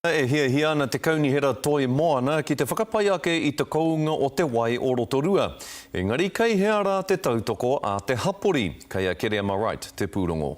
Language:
Māori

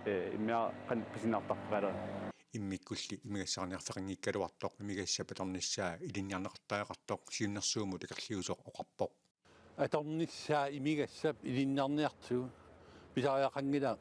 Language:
Kalaallisut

